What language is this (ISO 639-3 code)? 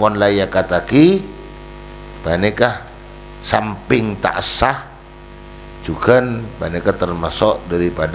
mad